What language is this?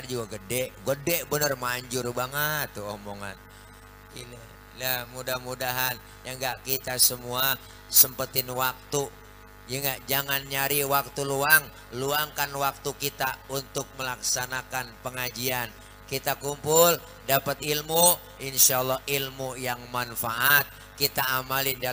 Betawi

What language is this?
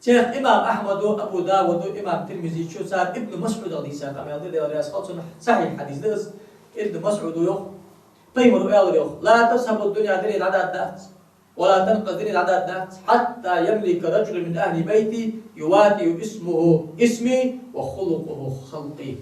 Ingush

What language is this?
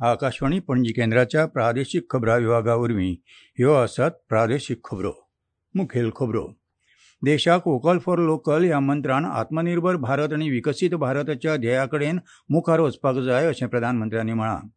Konkani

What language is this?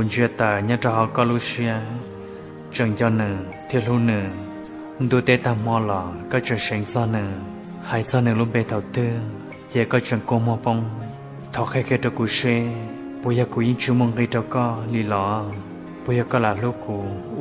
Hmong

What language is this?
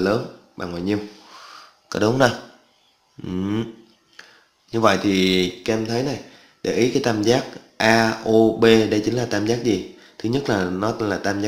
Vietnamese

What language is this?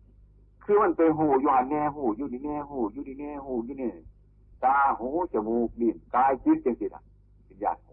Northeastern Thai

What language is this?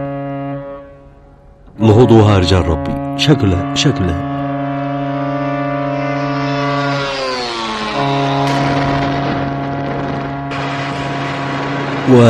Arabic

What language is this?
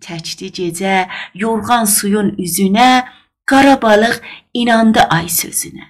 South Azerbaijani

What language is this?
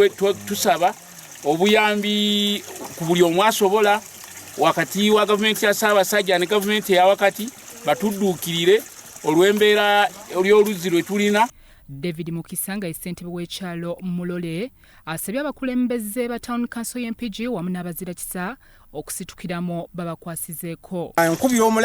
Ganda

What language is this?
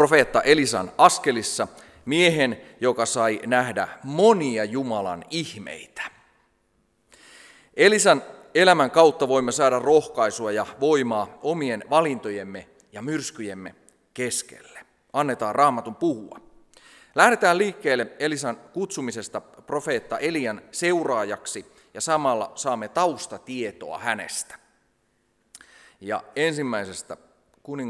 Finnish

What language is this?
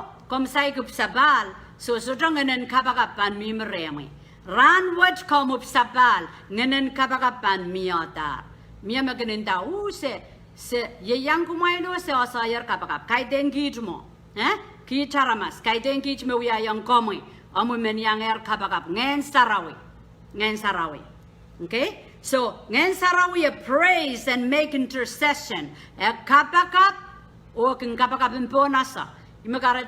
Pohnpeian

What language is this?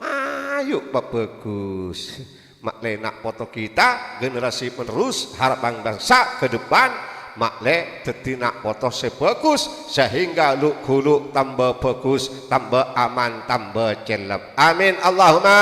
Madurese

